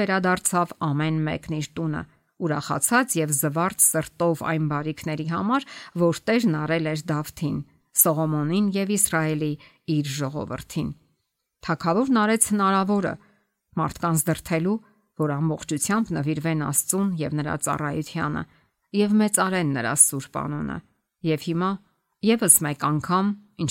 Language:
Armenian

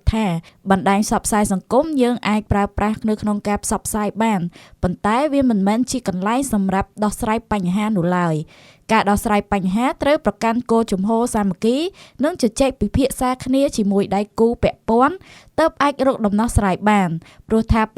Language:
Khmer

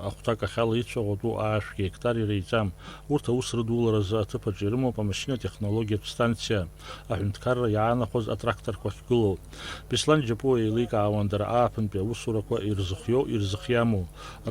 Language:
Abkhazian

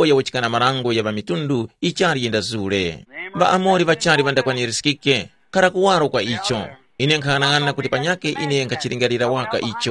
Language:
Tumbuka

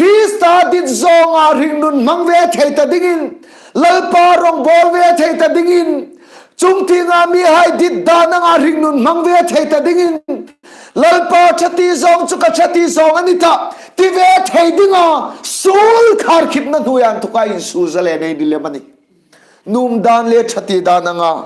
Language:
Hmar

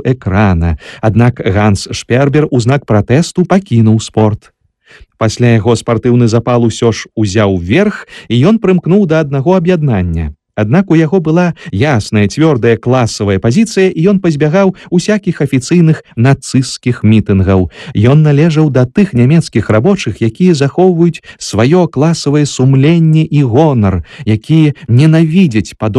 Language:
Belarusian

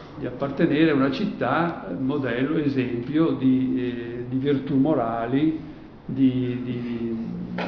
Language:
Italian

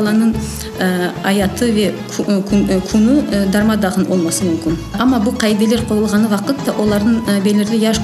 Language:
Crimean Tatar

